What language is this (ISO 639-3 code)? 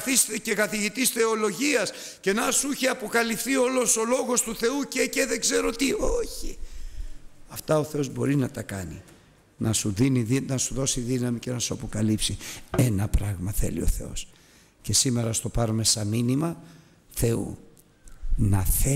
ell